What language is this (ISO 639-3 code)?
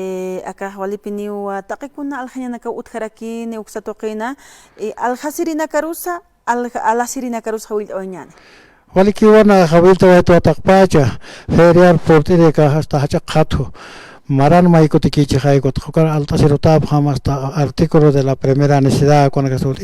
aym